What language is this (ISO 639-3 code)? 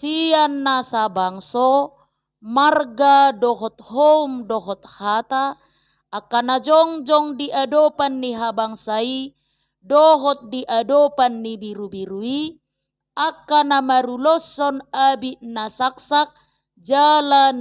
bbc